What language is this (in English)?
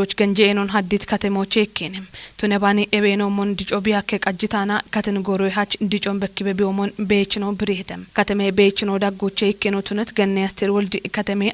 Kafa